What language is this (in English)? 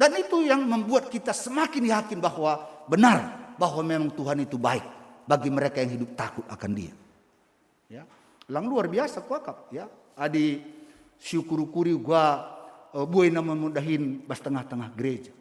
Batak Karo